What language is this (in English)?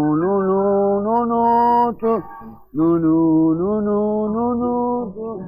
Ossetic